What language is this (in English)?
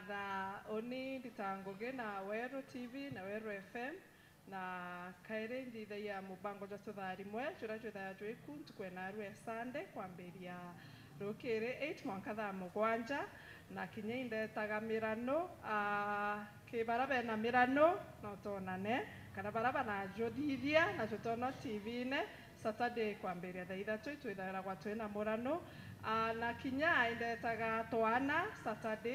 Meru